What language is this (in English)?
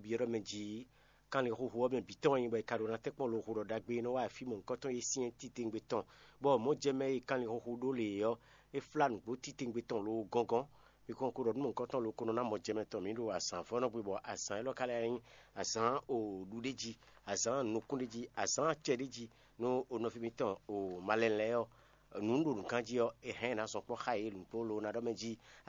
Fon